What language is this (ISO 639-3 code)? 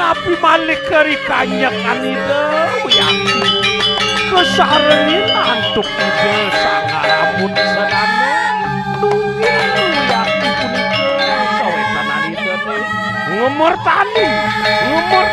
ban